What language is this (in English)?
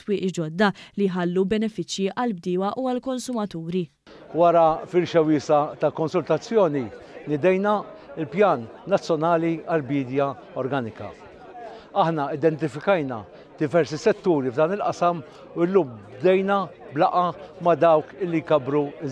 Maltese